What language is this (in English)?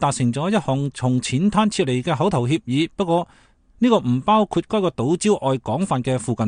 Cantonese